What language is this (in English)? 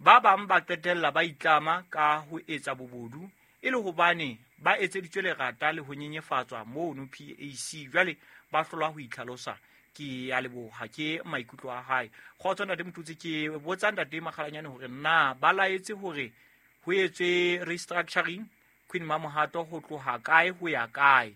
Southern Sotho